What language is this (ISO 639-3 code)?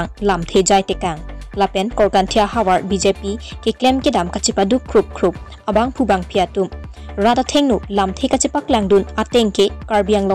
mjw